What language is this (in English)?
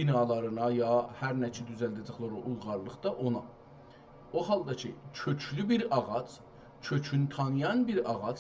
South Azerbaijani